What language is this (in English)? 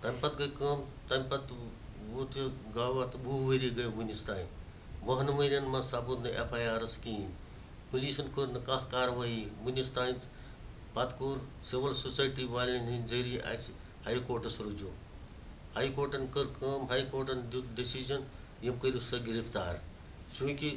Kashmiri